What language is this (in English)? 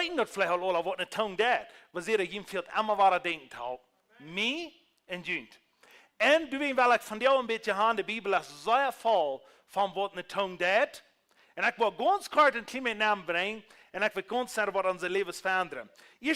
Plautdietsch